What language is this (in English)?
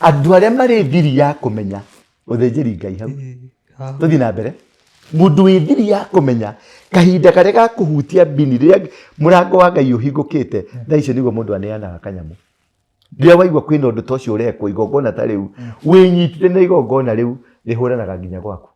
Kikuyu